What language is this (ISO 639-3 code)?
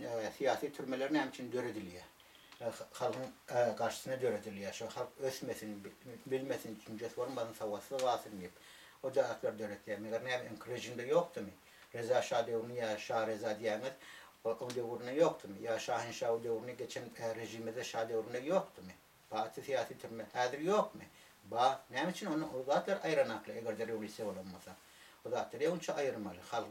tuk